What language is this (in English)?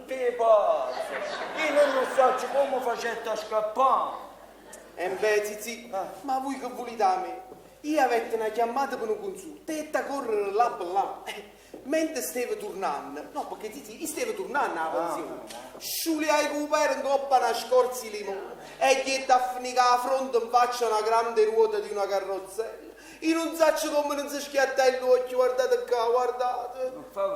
Neapolitan